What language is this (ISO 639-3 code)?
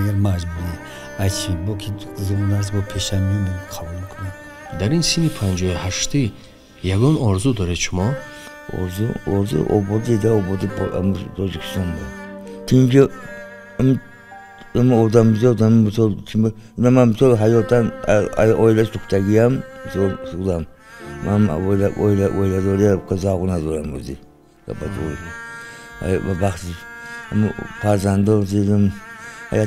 tgk